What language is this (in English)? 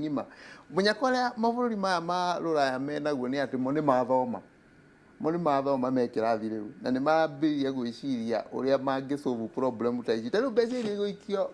Kikuyu